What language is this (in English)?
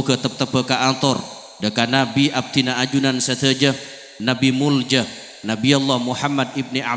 Madurese